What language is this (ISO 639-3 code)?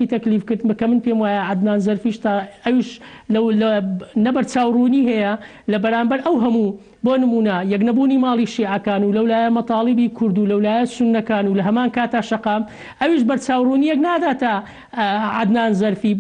ckb